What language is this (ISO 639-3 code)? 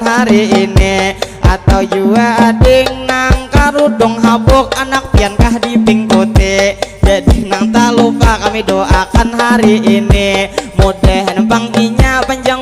bjn